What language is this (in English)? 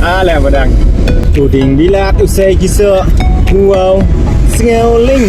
Khasi